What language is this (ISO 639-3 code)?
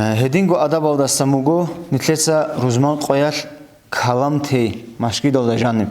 ava